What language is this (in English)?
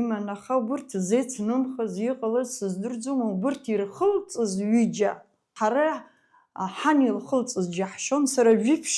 Abkhazian